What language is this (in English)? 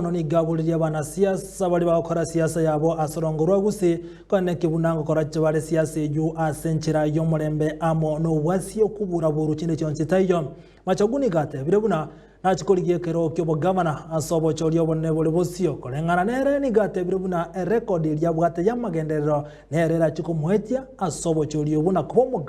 Gusii